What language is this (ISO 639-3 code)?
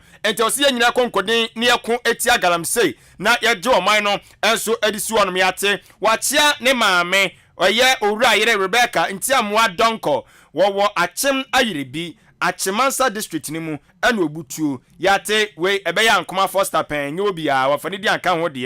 aka